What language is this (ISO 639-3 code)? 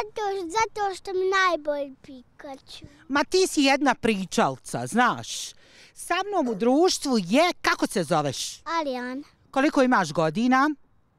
bos